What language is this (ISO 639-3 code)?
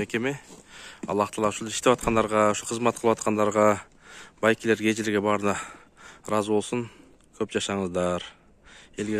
kir